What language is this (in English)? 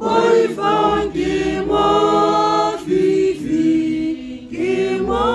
Tswana